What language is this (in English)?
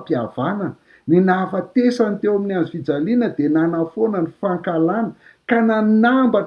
Malagasy